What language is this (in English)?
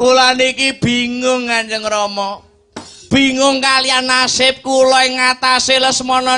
Javanese